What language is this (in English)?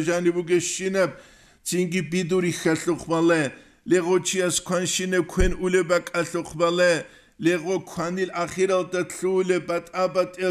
Avaric